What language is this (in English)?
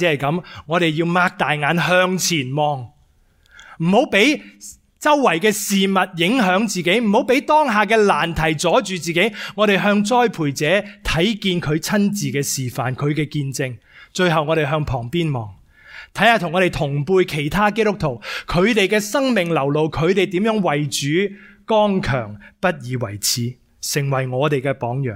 Cantonese